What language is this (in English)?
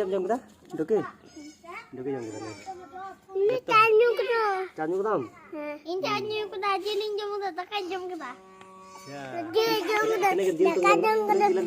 Santali